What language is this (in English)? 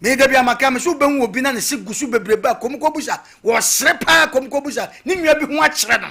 Akan